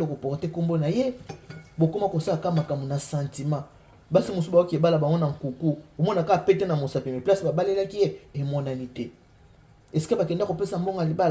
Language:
Lingala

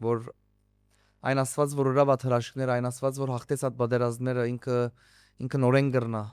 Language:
Western Armenian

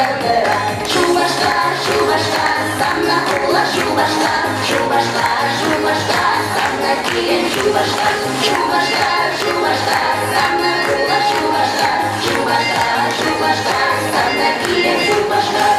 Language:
Chuvash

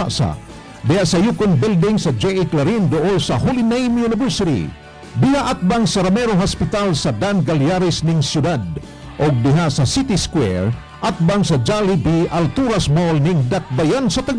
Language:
Cebuano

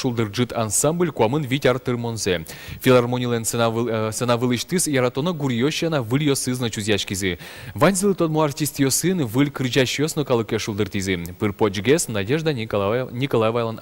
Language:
Udmurt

